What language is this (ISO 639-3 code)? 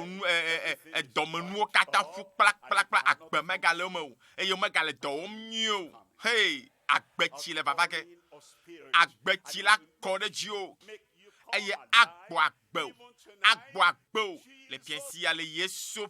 ewe